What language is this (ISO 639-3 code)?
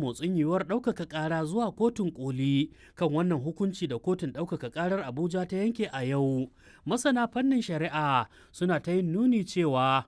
hau